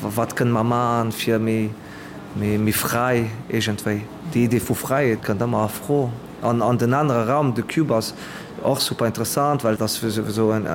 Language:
Luxembourgish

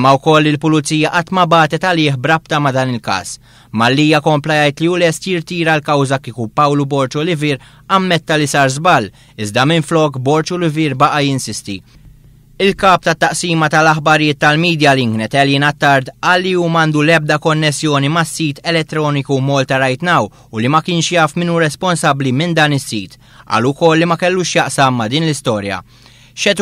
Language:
Maltese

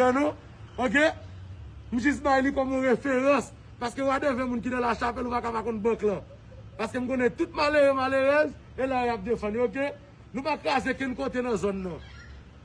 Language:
Haitian Creole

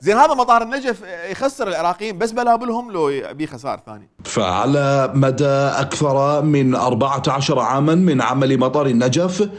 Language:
Mesopotamian Arabic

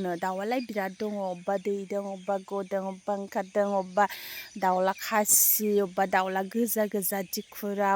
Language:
Bodo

